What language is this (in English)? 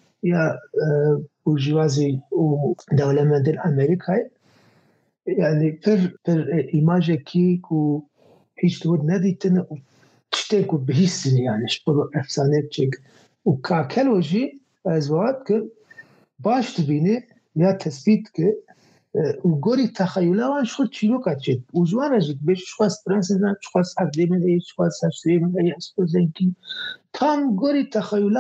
Kurdish